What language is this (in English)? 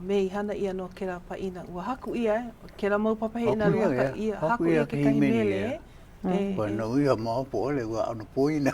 Hawaiian